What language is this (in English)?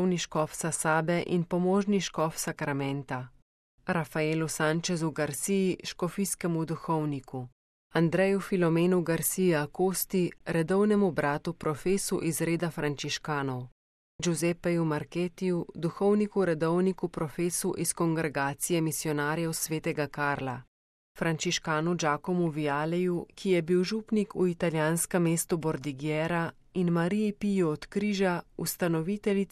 Slovenian